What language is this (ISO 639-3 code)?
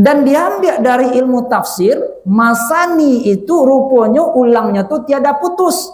min